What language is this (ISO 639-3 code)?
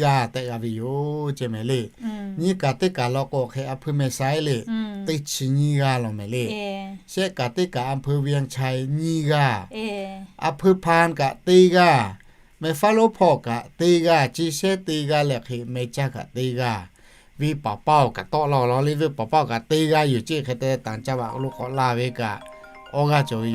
lhu